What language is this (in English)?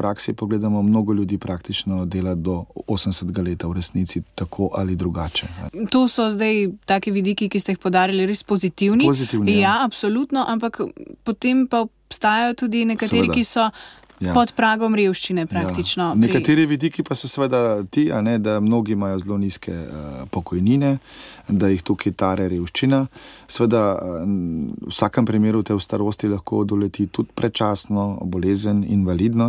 Slovenian